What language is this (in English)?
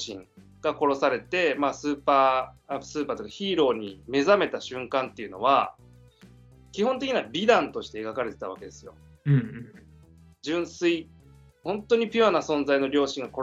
Japanese